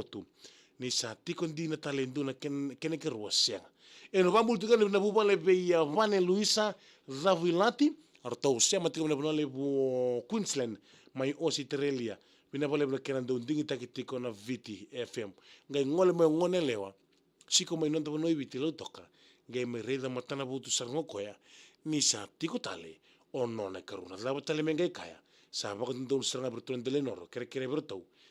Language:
Fijian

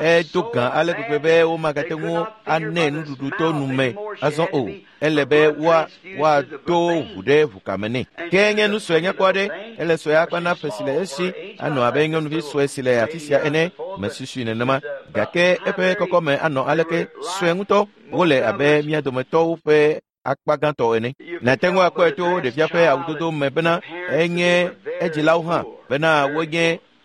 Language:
Ewe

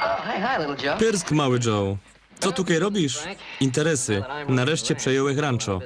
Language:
Silesian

